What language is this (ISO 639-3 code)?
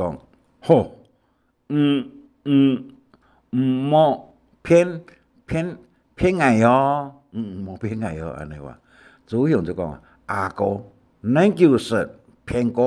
hak